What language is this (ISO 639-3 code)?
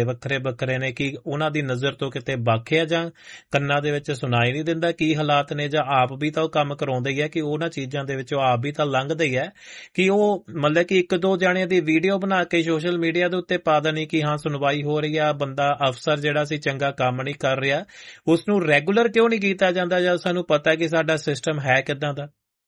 pan